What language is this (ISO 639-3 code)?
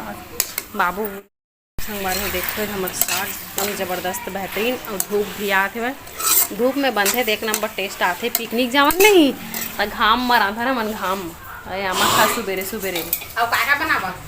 hne